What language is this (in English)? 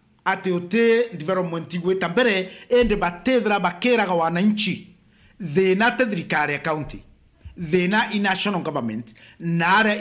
Meru